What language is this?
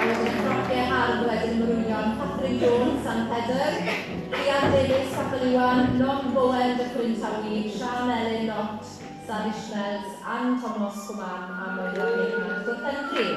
Welsh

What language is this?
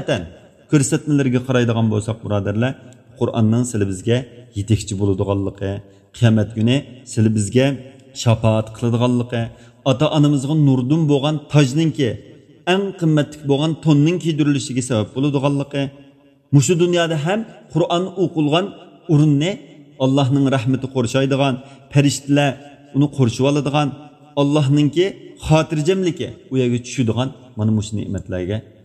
Uyghur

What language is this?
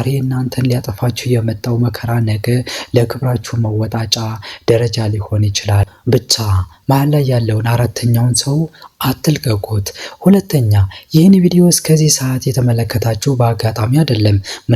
Amharic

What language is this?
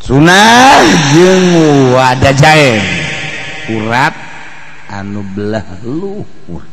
Sundanese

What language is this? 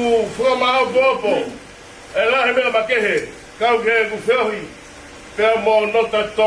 Tongan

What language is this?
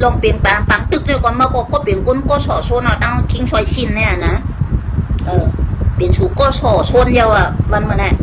Shan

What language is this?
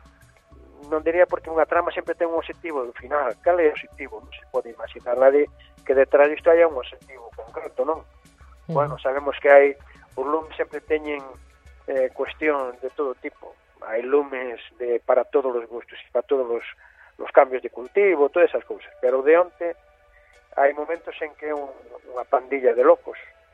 Galician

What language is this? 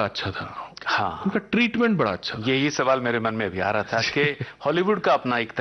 Hindi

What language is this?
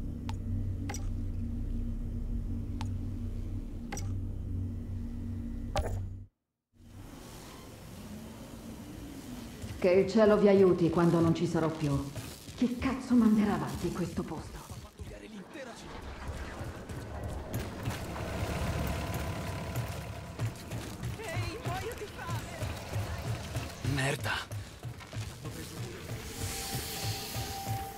Italian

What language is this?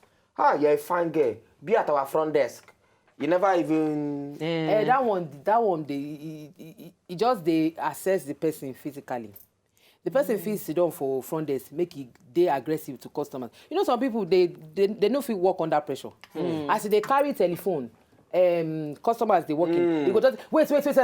Nigerian Pidgin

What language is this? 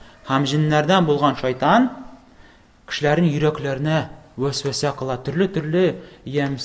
Tatar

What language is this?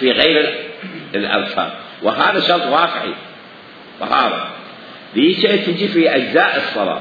Mesopotamian Arabic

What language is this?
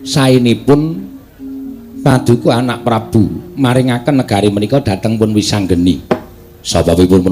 Javanese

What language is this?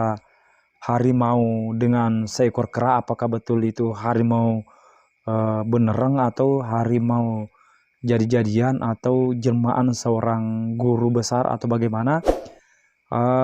Buginese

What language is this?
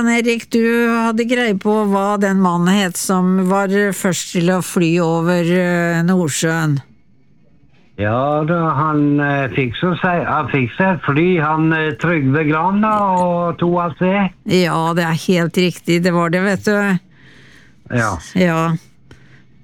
Norwegian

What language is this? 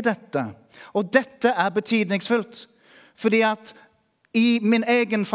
Norwegian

